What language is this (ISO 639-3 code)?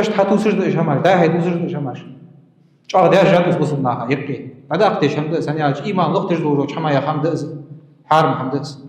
inh